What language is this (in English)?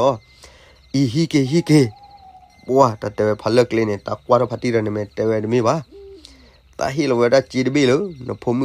S'gaw Karen